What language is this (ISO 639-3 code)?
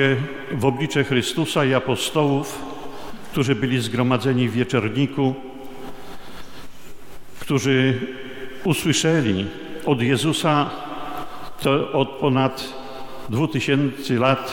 pol